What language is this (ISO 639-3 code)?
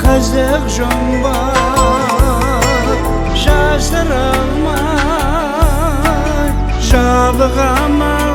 kaa